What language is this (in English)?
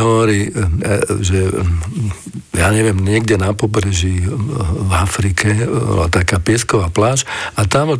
Slovak